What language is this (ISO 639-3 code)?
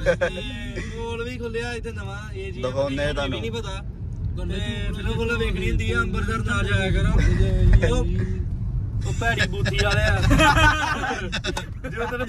pan